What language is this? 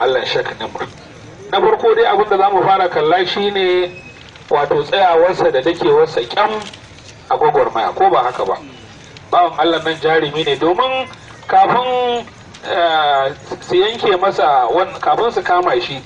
Hausa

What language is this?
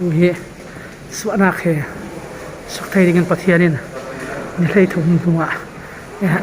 Falam Chin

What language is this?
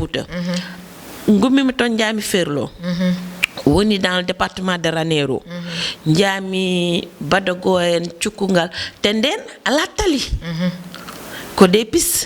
Fula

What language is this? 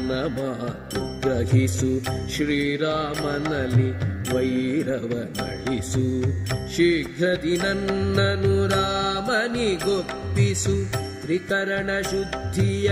Kannada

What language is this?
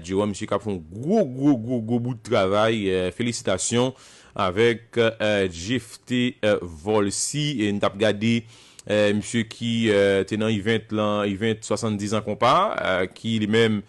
Haitian Creole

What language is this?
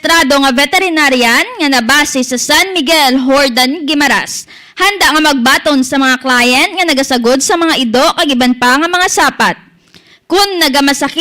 Hiligaynon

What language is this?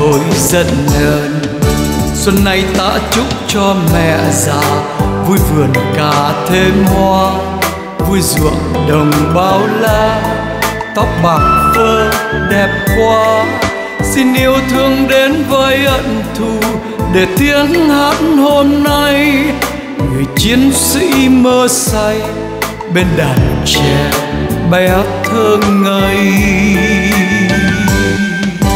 Vietnamese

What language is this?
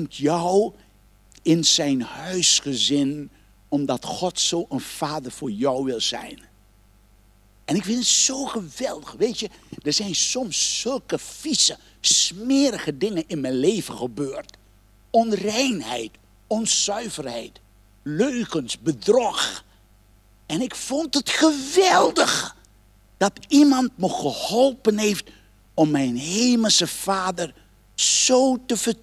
Dutch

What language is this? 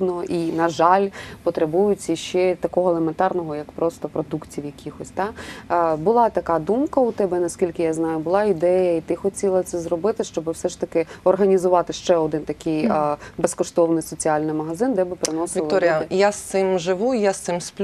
Ukrainian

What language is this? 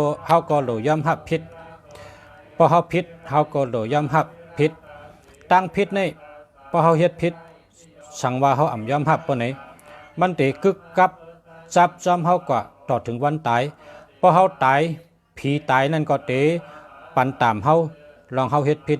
Shan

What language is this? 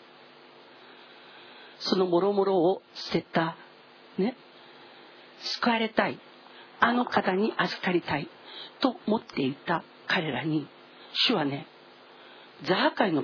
Japanese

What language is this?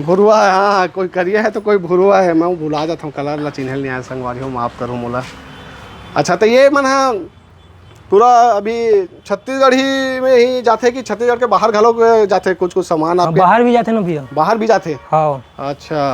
Chhattisgarhi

